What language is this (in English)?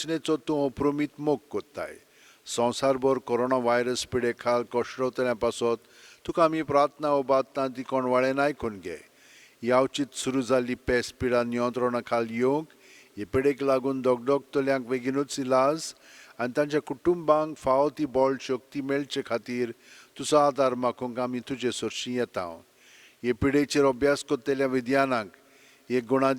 Konkani